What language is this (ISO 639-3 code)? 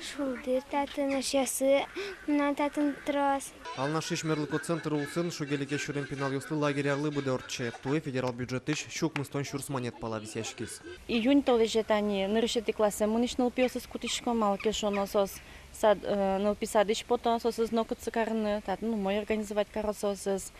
udm